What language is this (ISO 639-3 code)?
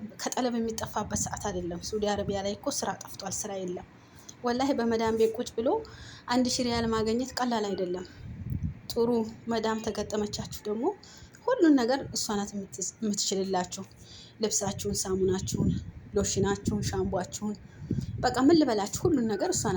amh